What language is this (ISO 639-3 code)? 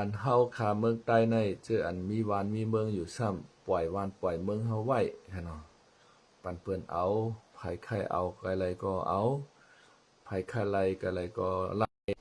shn